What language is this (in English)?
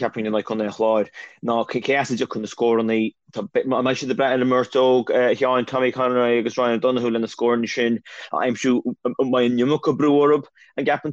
Irish